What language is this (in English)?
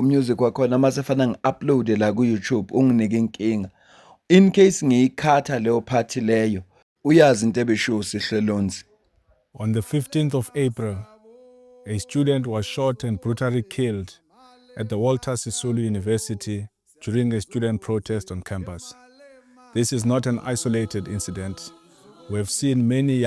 Zulu